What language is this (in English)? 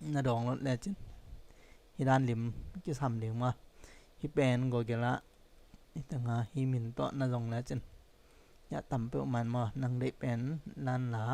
Tedim Chin